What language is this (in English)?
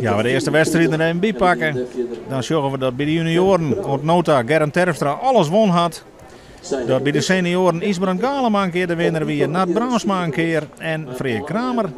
Western Frisian